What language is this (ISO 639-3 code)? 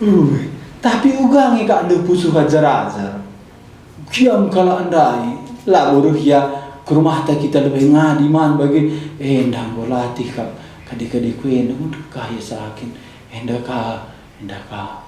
btx